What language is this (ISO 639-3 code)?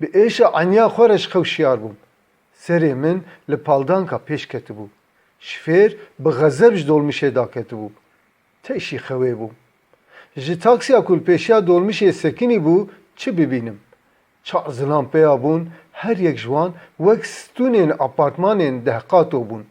kur